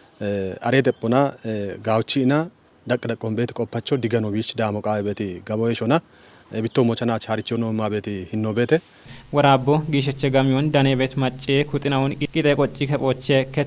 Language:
Kafa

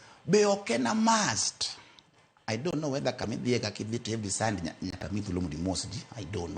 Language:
Luo (Kenya and Tanzania)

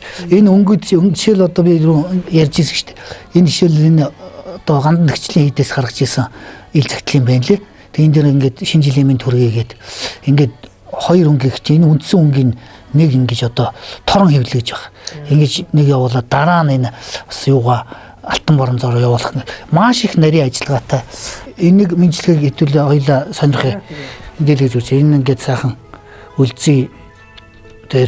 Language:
Mongolian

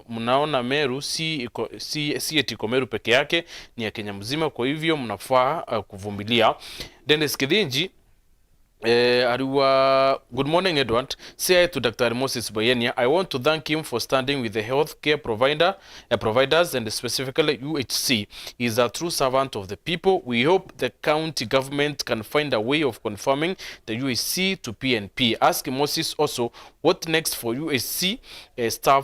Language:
Meru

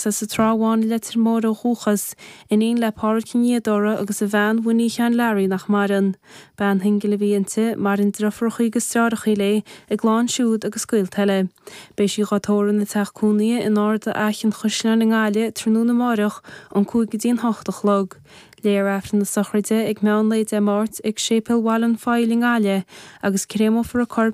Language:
Irish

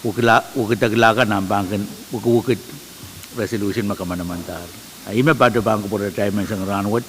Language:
Pohnpeian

